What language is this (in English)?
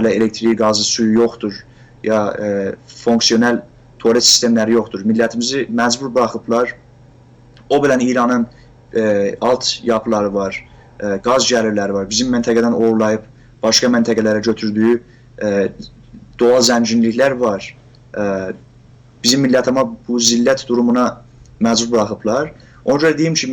South Azerbaijani